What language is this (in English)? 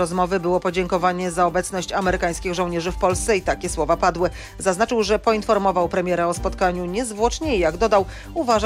Polish